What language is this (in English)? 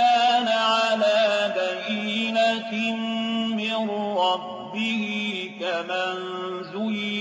Arabic